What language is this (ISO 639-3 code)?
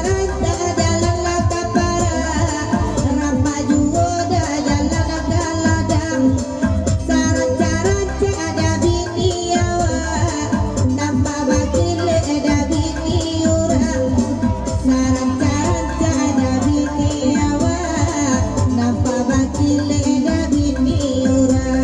min